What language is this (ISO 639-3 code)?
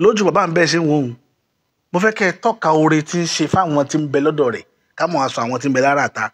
yor